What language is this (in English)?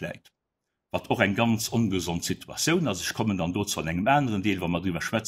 Luxembourgish